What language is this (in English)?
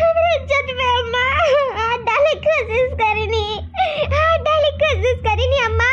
Awadhi